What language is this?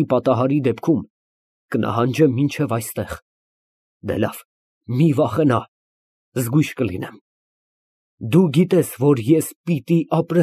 Armenian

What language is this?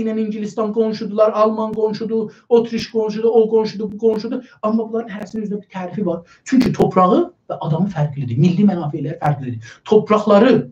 South Azerbaijani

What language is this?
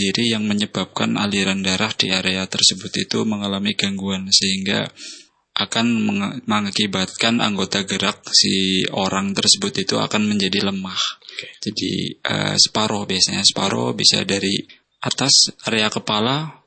Indonesian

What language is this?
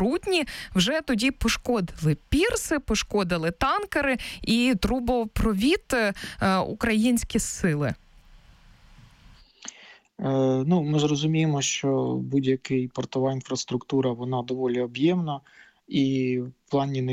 Ukrainian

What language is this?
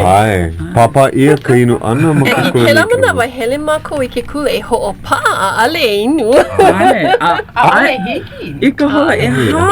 Hawaiian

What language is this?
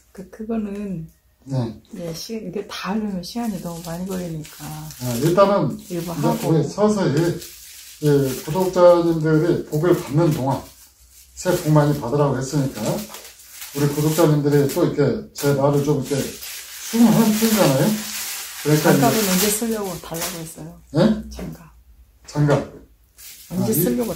Korean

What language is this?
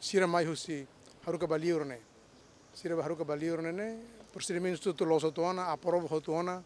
Tetum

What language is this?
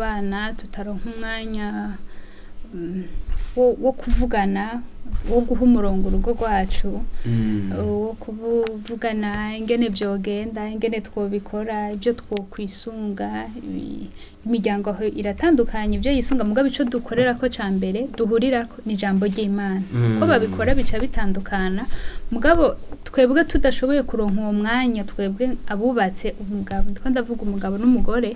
Rundi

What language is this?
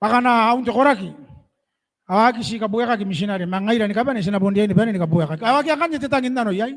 Gilbertese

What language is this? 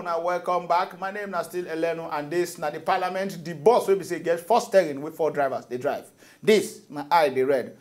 Nigerian Pidgin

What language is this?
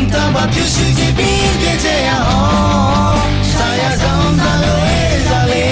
Akha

